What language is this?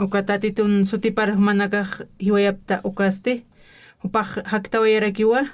Aymara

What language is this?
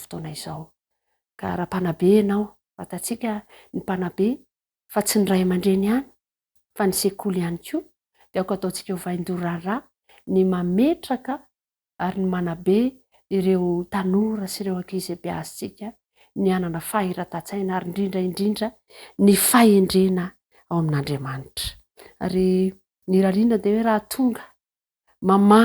Malagasy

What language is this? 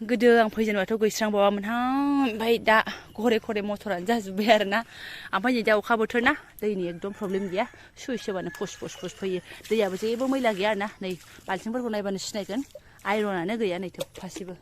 Bodo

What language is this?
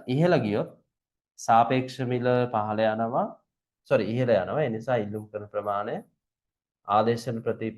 Sinhala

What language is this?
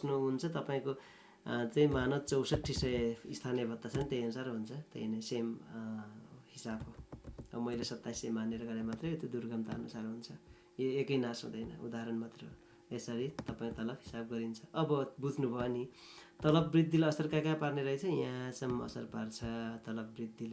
Nepali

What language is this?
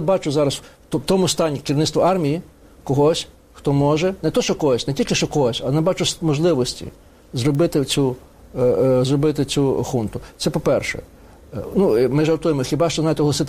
Ukrainian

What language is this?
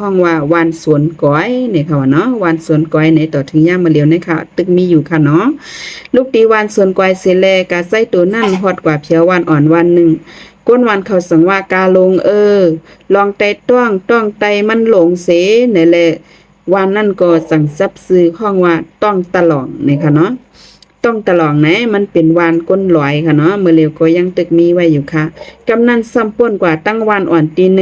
Shan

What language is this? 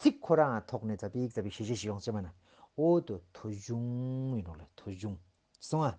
Ladakhi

